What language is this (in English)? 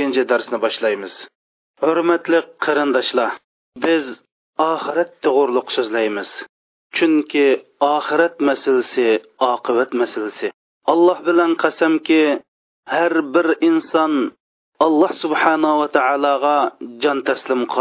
Uyghur